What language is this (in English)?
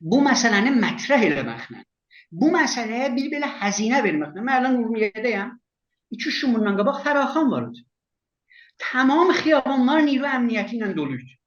South Azerbaijani